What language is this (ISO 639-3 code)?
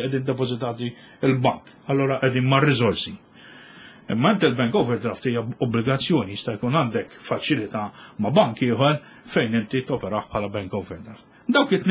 mlt